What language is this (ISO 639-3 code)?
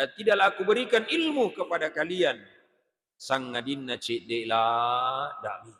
bug